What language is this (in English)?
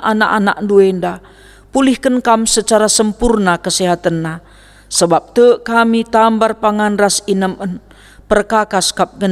Batak Karo